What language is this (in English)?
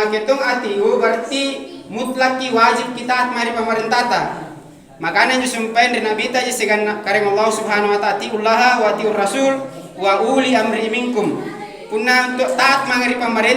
Makasar